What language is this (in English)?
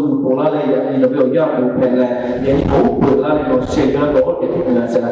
Lahu